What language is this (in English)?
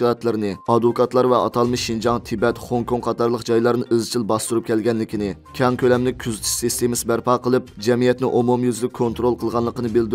Uyghur